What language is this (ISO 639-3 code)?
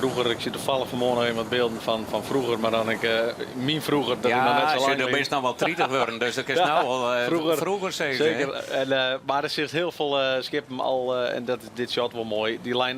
fry